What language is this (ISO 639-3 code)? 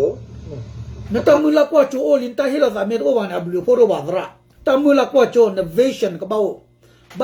ksw